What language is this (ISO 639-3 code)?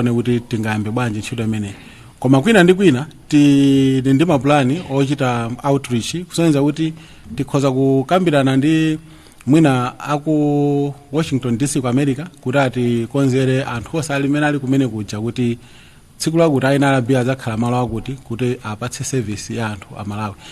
nya